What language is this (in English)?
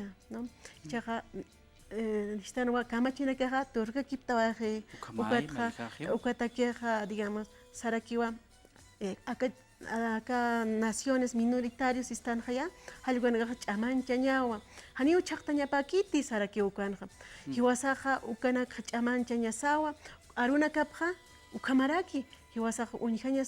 Aymara